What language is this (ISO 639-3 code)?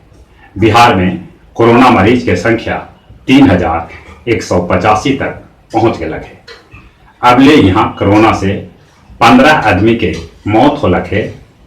mag